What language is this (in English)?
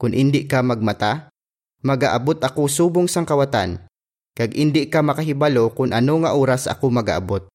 Hiligaynon